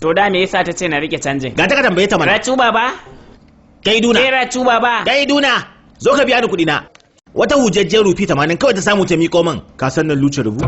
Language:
Hausa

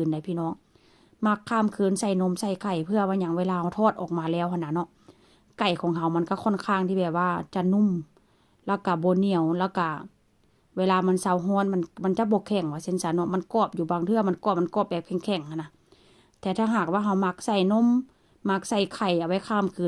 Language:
Lao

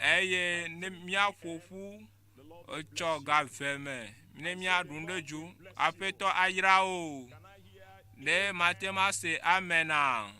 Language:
Ewe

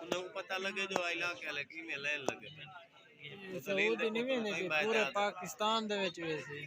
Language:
Saraiki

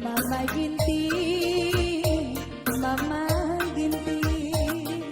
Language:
Batak Karo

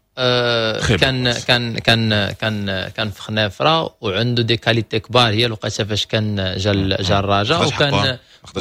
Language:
Moroccan Arabic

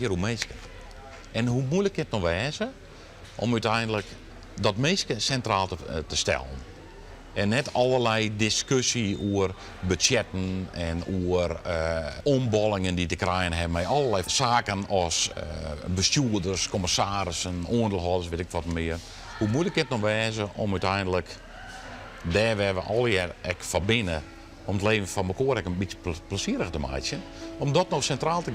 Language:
Western Frisian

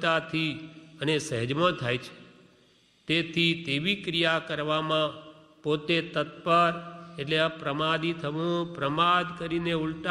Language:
Gujarati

